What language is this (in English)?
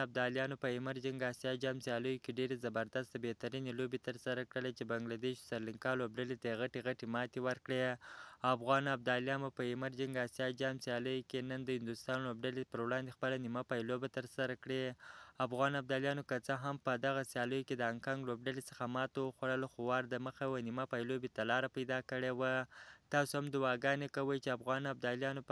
Pashto